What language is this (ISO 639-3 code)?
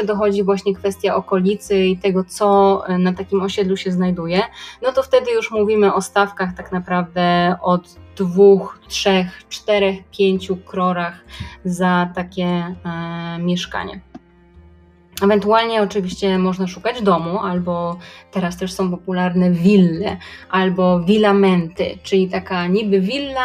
pol